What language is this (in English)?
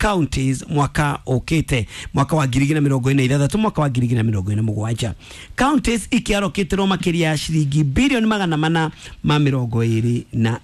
Kikuyu